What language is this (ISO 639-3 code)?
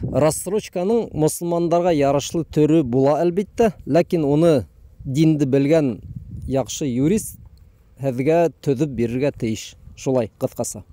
bak